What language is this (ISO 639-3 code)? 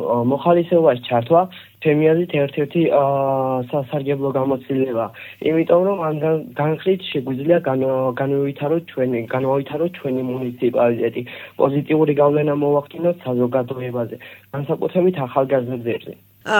kat